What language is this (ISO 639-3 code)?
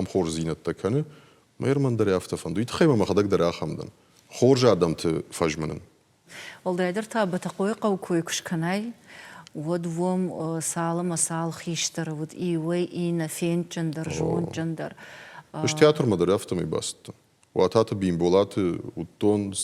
oss